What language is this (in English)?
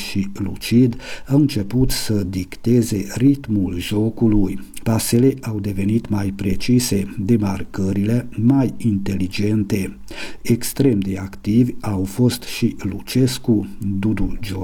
Romanian